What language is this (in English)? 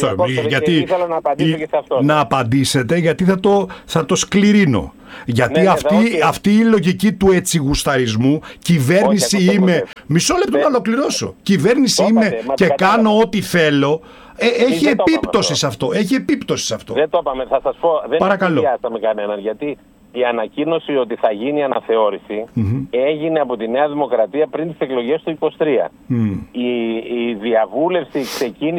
Greek